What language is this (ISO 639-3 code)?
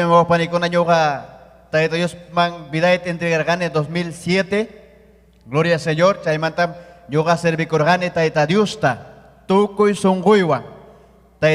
quy